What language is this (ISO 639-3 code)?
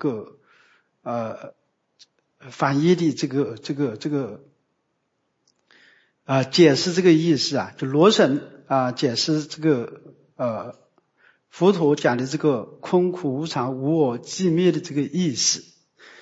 zho